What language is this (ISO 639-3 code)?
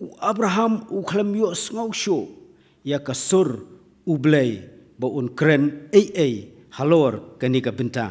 kha